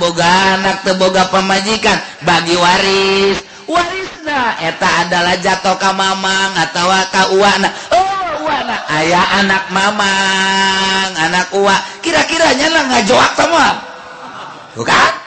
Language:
Sundanese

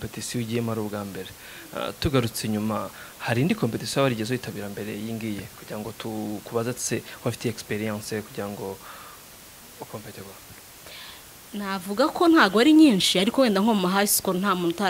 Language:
Kinyarwanda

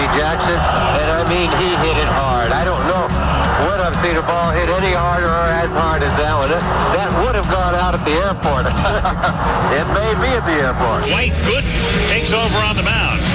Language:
English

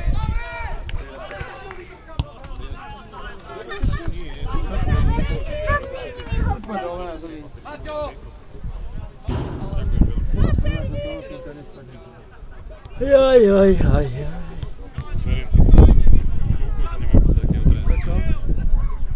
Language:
Slovak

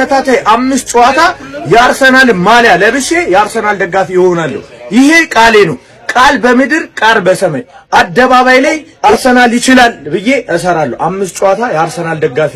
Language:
Amharic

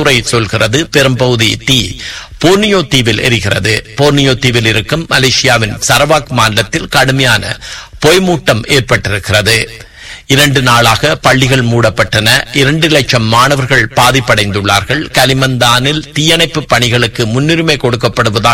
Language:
Tamil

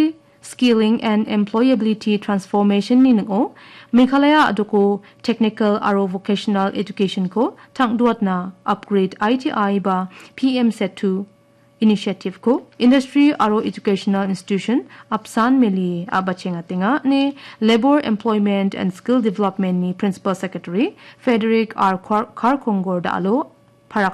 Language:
Garo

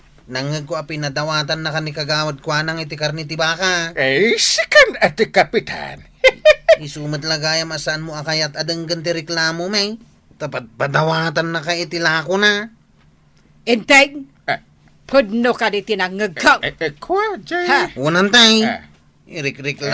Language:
Iloko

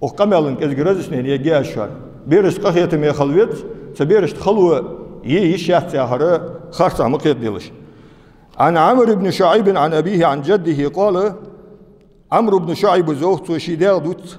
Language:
Ingush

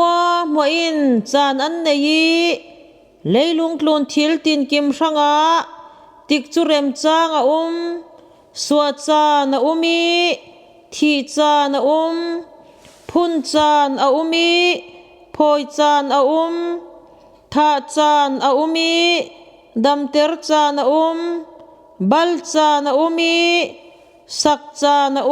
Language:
Falam Chin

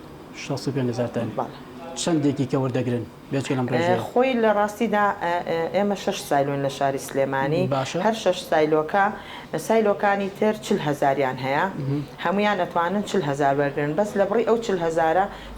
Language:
Central Kurdish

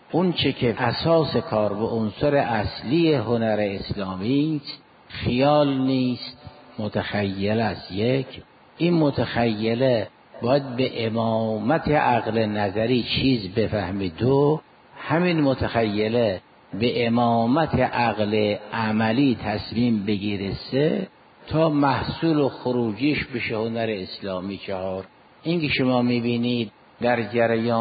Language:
Persian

